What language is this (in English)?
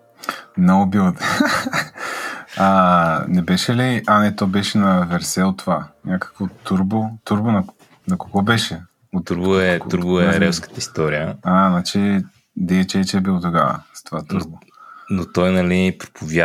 Bulgarian